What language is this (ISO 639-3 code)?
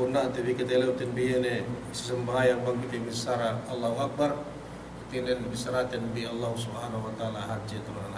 yka